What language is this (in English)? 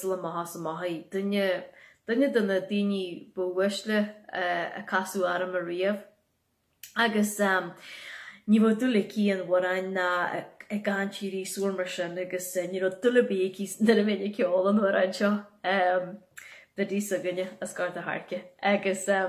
Irish